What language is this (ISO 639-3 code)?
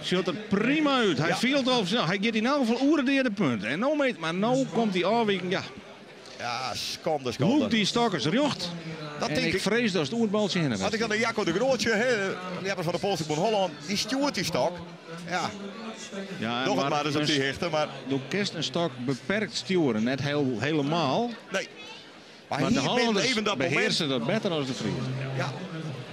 fry